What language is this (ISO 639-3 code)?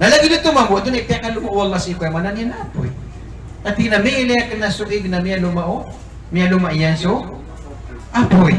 mrw